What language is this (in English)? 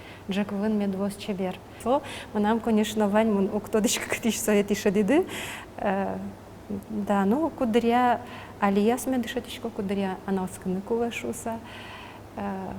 Udmurt